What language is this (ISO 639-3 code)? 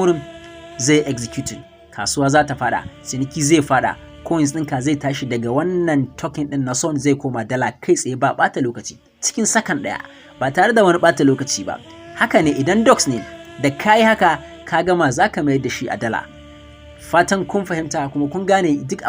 hau